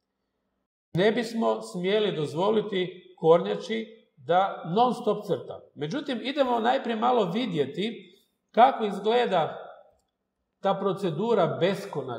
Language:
Croatian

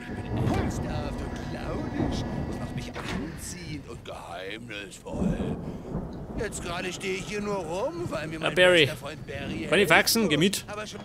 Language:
Bavarian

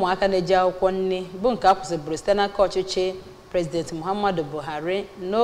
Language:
Igbo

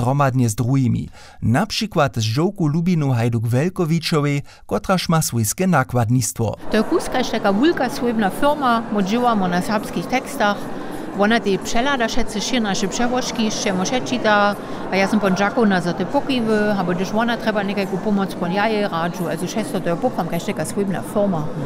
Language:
Upper Sorbian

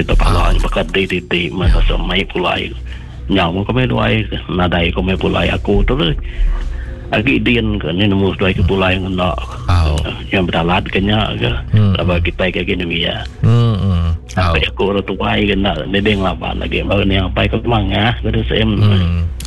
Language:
Iban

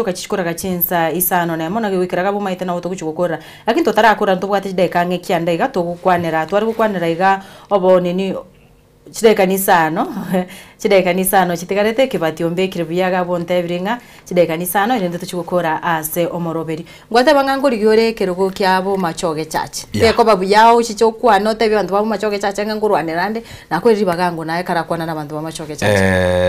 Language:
Gusii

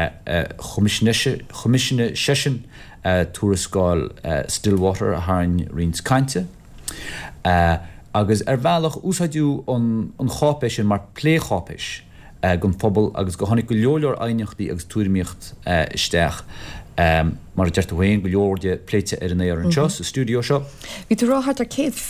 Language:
Irish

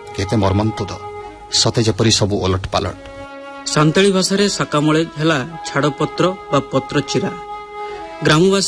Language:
Odia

